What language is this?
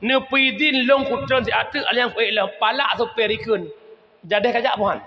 Achinese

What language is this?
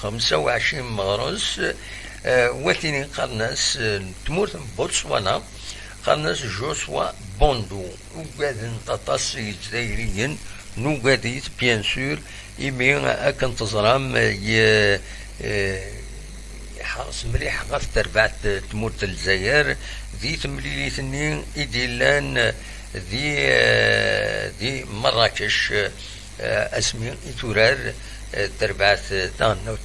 Kabyle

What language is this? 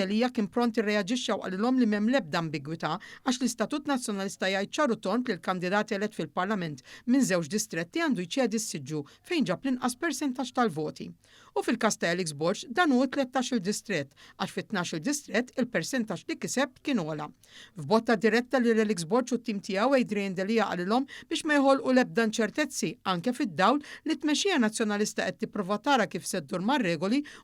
Maltese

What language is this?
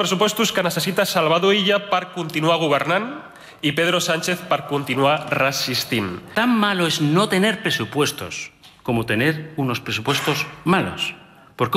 Catalan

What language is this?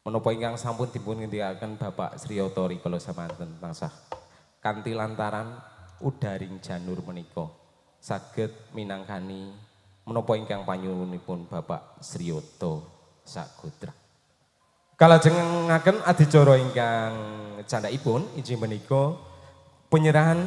Javanese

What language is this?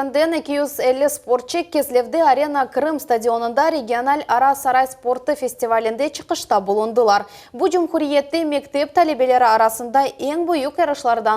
Crimean Tatar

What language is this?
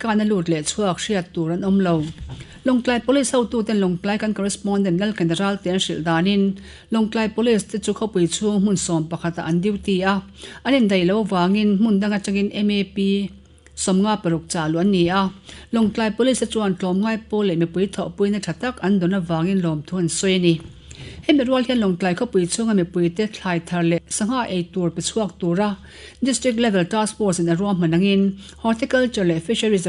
Mizo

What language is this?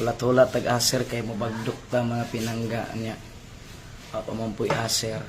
Cebuano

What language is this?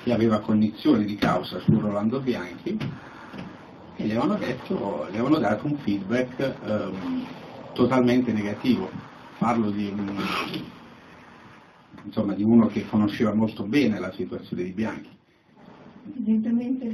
Italian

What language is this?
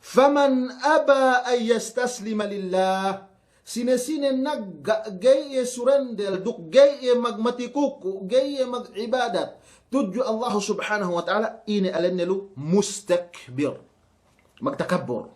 Yakan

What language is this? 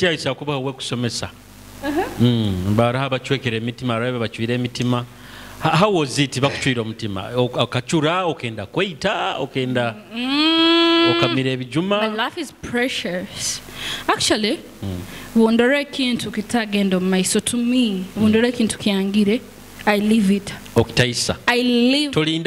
Nyoro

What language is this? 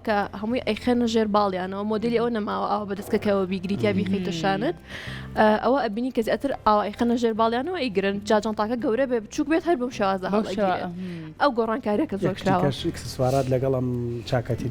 Central Kurdish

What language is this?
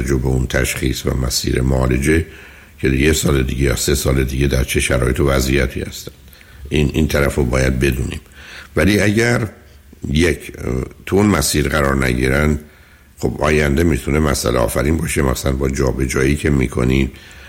Persian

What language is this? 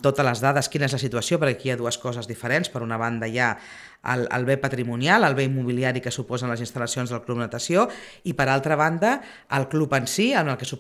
Catalan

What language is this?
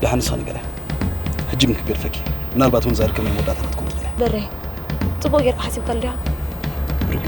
Tigrinya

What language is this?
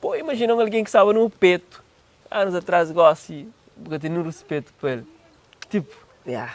Kabuverdianu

